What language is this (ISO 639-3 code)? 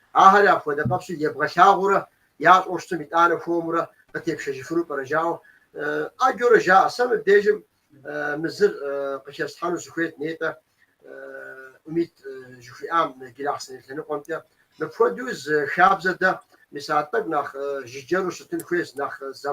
kbd